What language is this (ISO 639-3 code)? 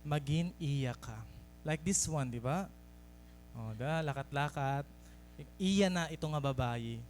war